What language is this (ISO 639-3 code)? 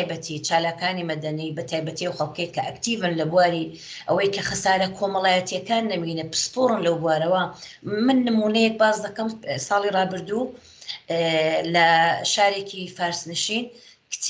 ckb